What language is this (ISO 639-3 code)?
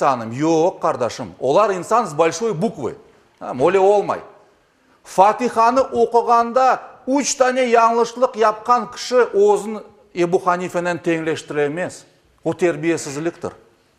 crh